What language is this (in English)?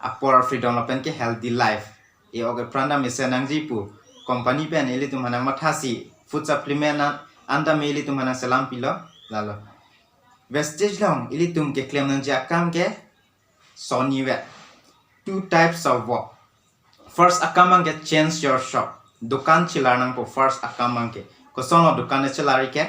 Karbi